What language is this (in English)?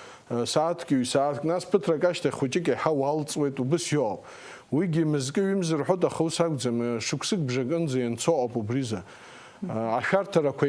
Abkhazian